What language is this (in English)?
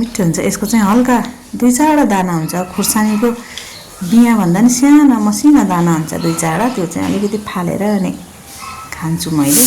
Nepali